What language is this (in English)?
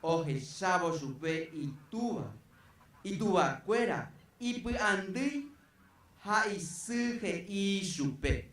Guarani